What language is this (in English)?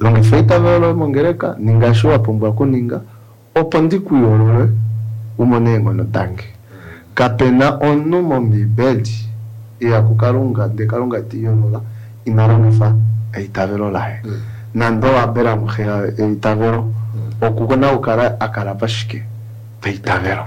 Kuanyama